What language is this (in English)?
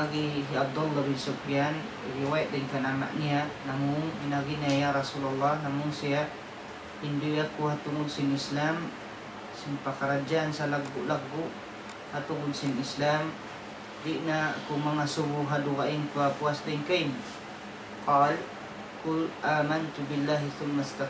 Tausug